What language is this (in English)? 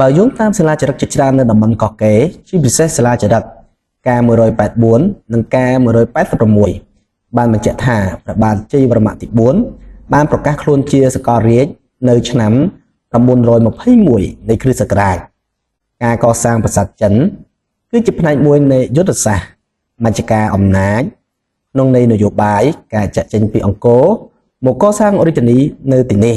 Khmer